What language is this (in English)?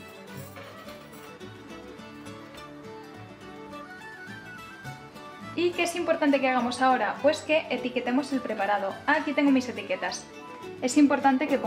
Spanish